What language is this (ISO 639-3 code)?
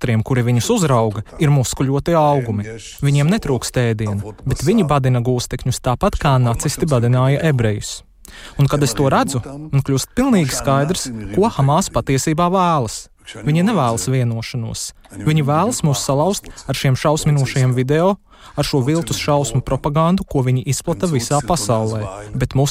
lav